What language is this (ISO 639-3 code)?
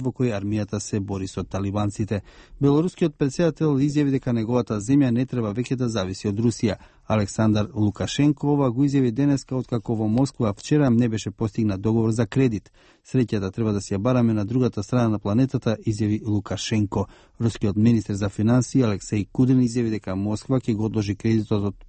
mkd